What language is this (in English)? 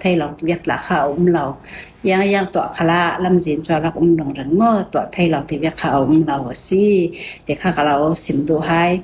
Falam Chin